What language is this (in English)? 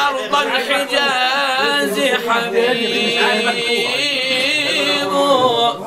Arabic